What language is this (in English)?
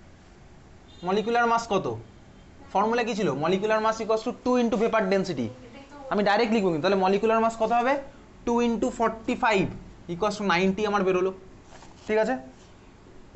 Bangla